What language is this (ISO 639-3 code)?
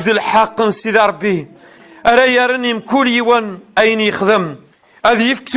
kab